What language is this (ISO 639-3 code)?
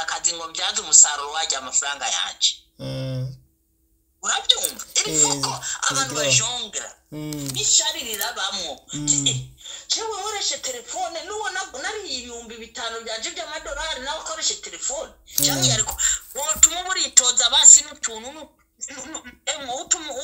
run